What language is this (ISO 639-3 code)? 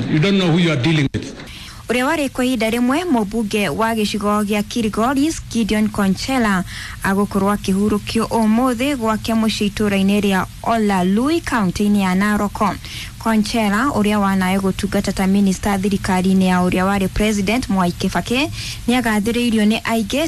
kik